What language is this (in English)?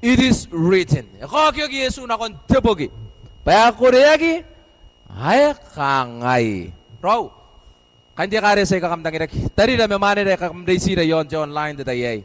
Gilbertese